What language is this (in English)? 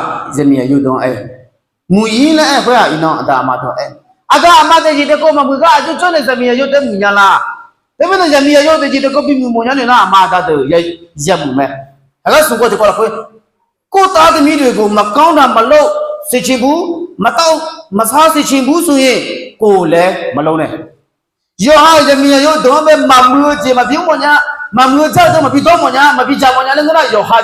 Akha